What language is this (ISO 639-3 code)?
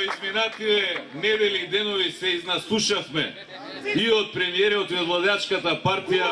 mkd